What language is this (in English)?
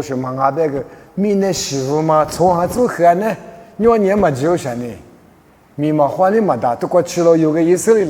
Lisu